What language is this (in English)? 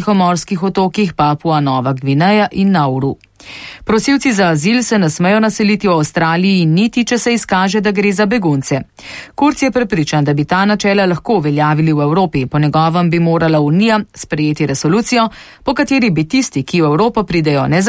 Slovenian